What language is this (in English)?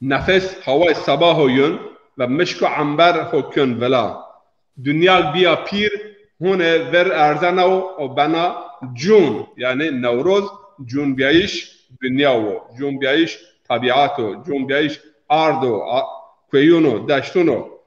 Zaza